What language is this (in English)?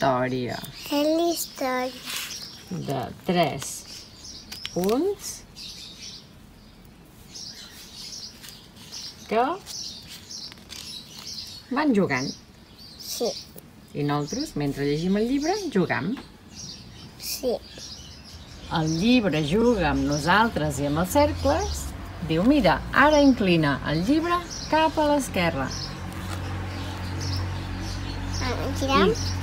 Catalan